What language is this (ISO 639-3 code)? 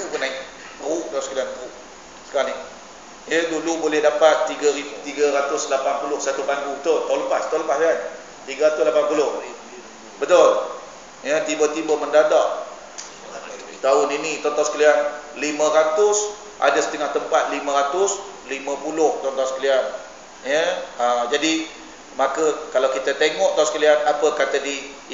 msa